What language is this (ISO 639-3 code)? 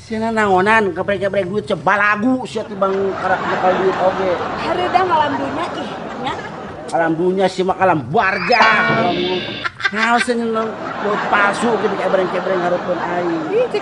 sun